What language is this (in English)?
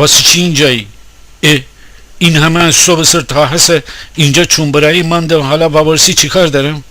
Gilaki